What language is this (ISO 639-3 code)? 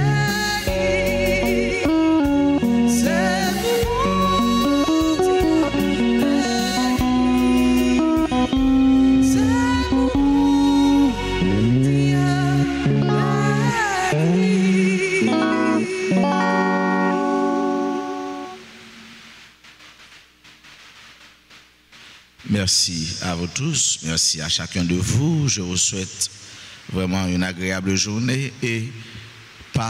fra